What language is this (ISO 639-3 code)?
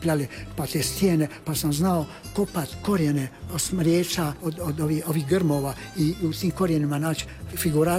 hrv